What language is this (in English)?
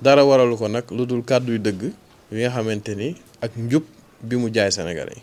Wolof